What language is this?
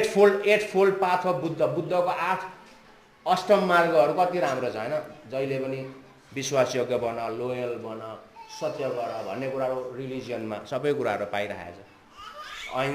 Nepali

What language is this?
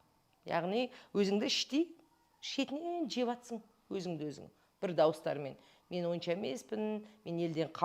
Kazakh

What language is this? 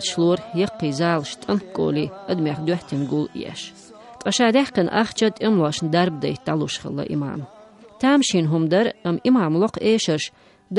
Chechen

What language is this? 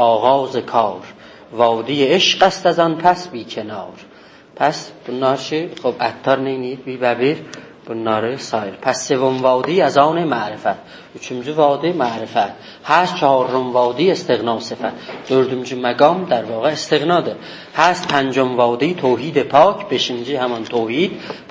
South Azerbaijani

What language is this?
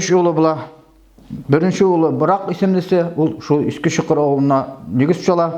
Bashkir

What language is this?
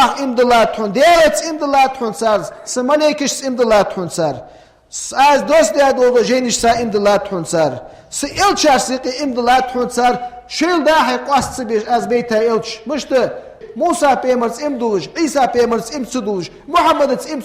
Ingush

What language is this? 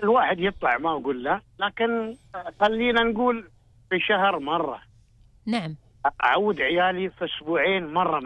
Gulf Arabic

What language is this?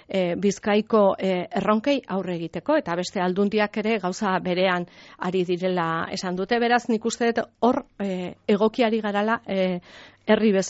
Basque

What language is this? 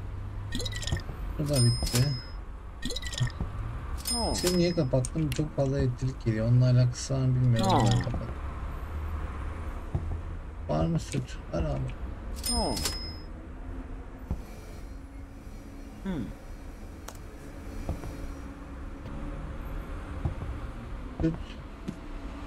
Turkish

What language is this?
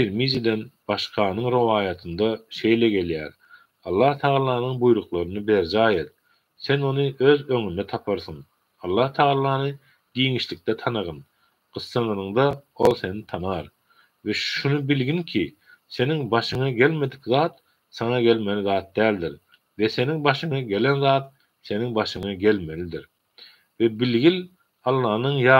Turkmen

